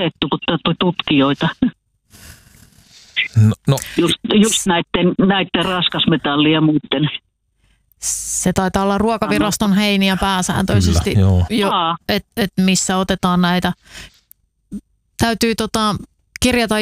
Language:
Finnish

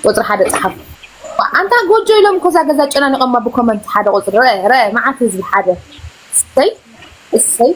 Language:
Tigrinya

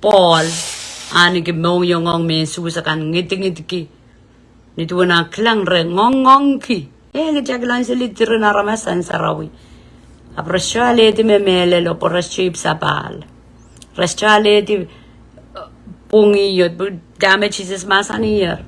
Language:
Pohnpeian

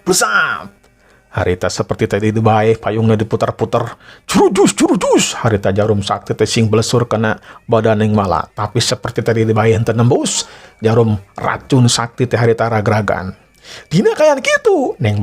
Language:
Sundanese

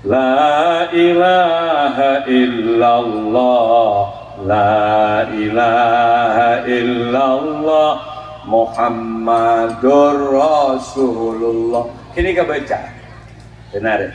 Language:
Madurese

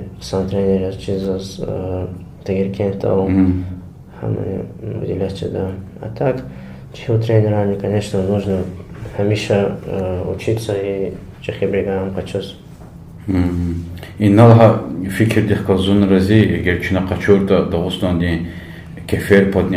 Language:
Lezghian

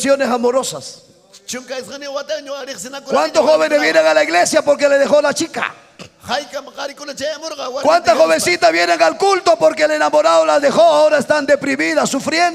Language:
Ayacucho Quechua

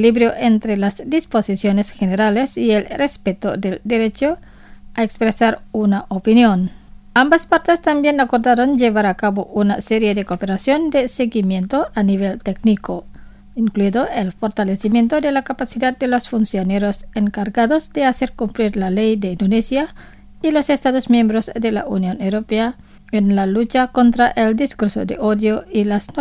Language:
Spanish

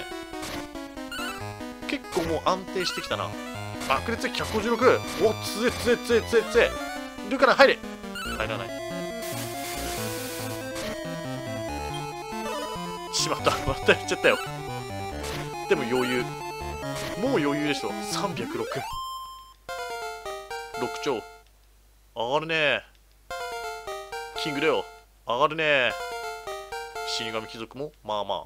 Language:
Japanese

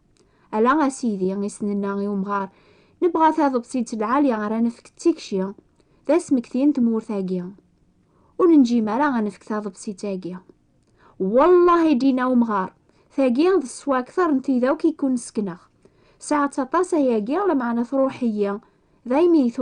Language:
Kabyle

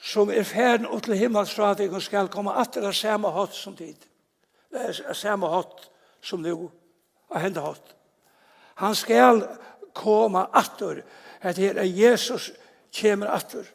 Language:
Faroese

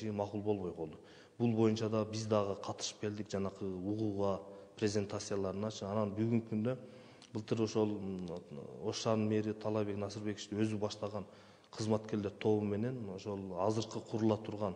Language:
Kyrgyz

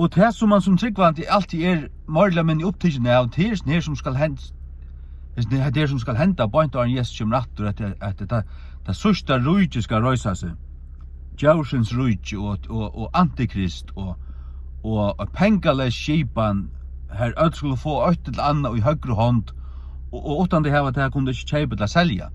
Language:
Faroese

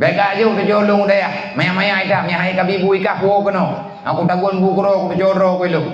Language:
Achinese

